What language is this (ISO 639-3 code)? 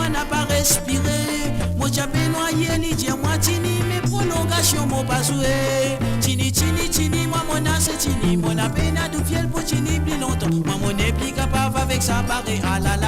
mfe